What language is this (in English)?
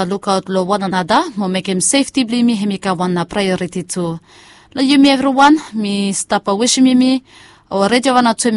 Bislama